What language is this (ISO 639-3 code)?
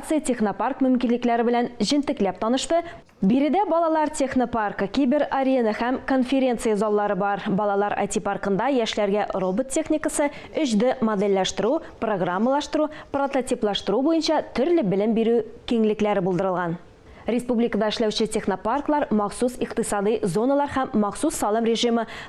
tat